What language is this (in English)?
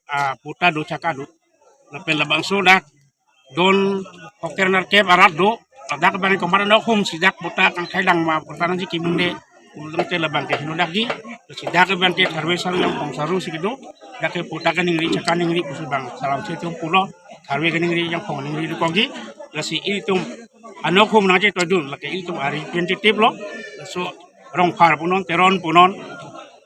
Karbi